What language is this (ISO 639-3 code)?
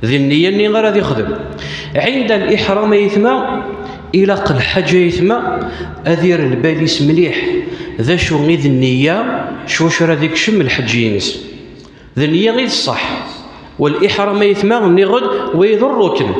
kab